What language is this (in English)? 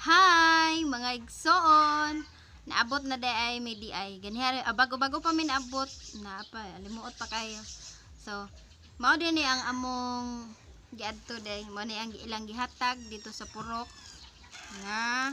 Cebuano